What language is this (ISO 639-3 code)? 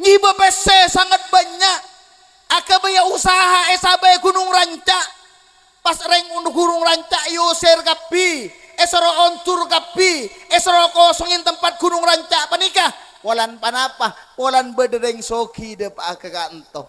mad